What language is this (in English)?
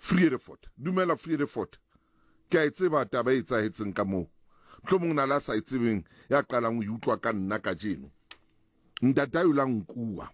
Southern Sotho